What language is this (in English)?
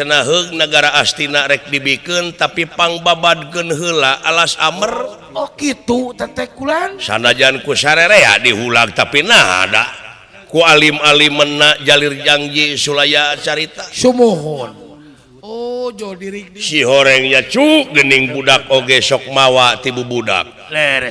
Sundanese